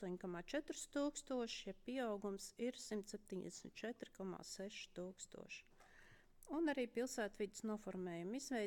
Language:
Latvian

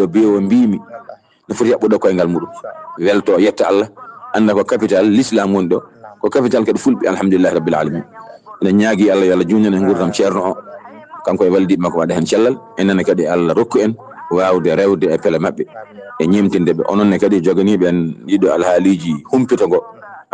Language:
Fula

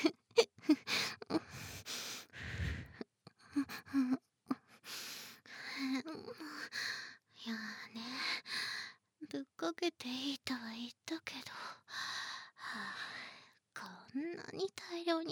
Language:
Japanese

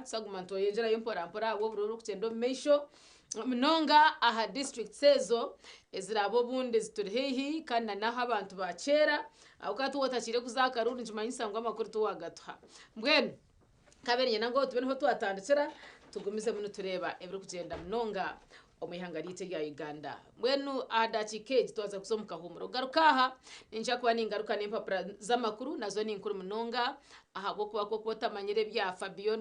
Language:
Nyankole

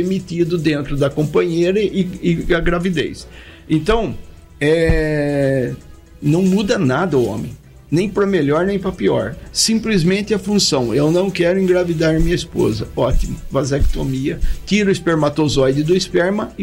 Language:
Portuguese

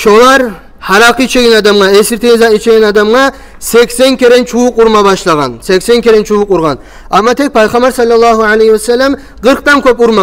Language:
Kumyk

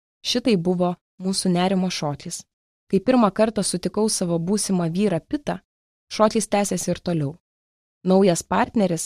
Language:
Lithuanian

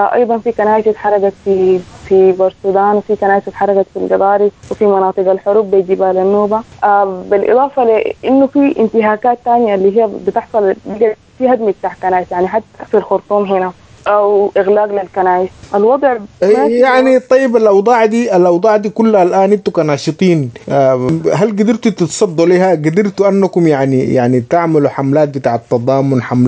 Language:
Sudanese Arabic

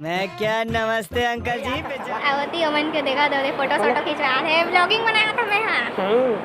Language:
Chhattisgarhi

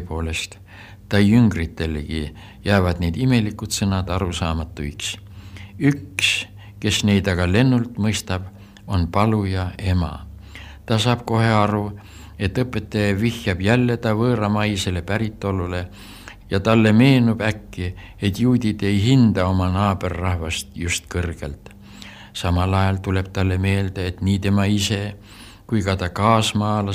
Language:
Estonian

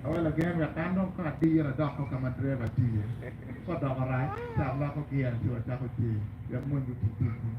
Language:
Acoli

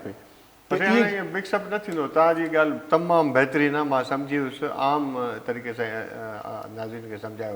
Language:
Sindhi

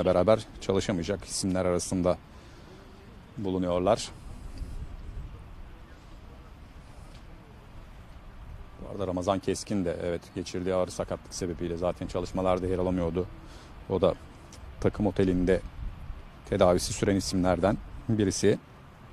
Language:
Turkish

